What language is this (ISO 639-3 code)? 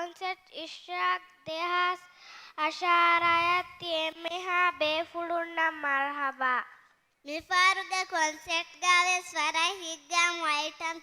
div